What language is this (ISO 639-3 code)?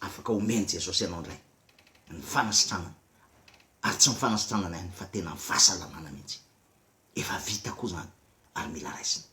mlg